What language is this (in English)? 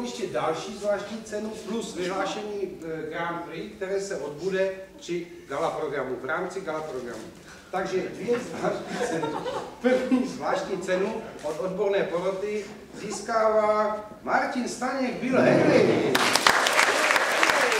Czech